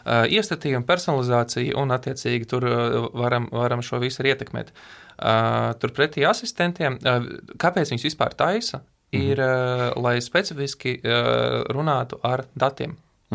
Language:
Latvian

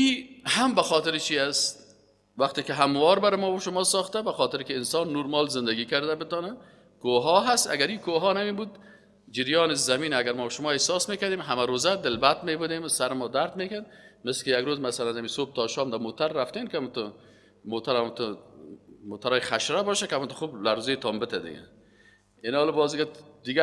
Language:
Persian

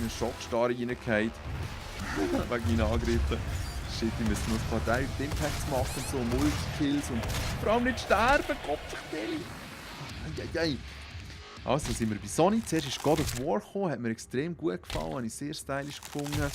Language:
Swiss German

